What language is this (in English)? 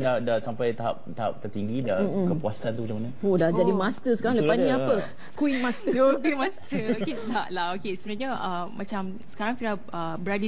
Malay